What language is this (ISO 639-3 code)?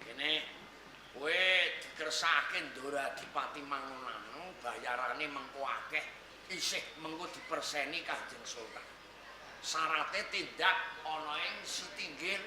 jav